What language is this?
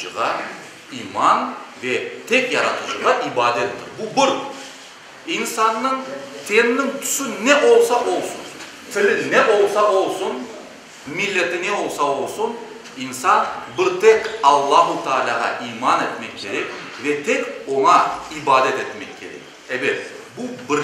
Crimean Tatar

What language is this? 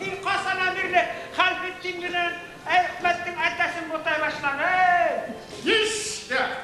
Bashkir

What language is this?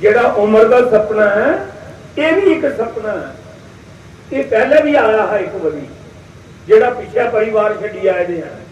Dogri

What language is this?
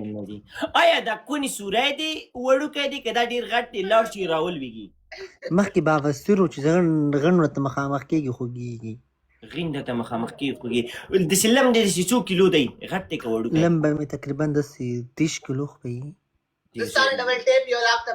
Pashto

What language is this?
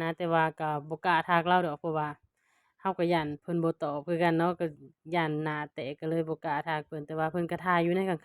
Lao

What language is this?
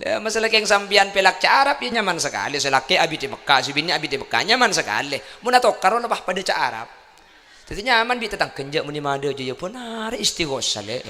Madurese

